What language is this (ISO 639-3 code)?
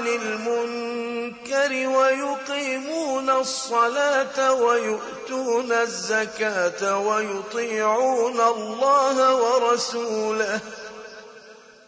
ara